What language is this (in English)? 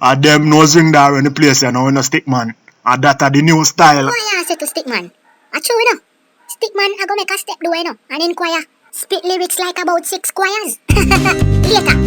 Jamaican Creole English